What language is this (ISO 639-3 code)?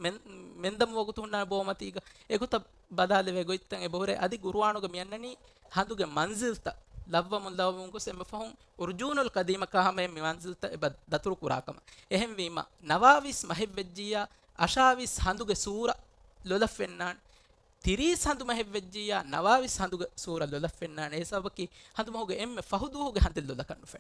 div